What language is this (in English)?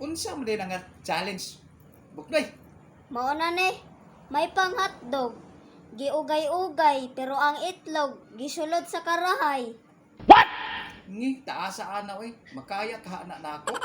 Cebuano